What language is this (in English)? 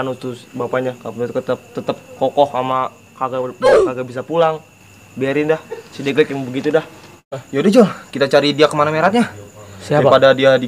Betawi